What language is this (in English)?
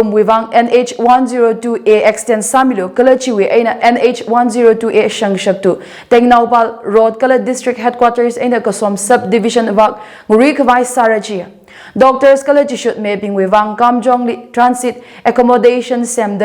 Tangkhul Naga (India)